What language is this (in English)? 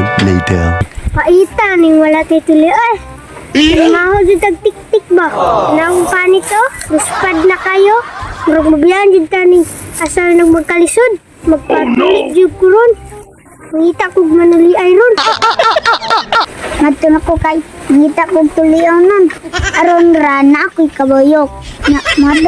Cebuano